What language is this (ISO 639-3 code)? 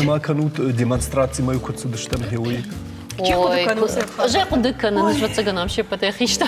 oss